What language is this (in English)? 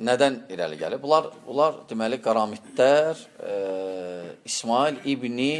Azerbaijani